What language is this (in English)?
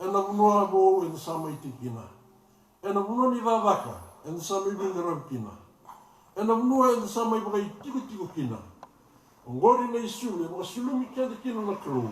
Fijian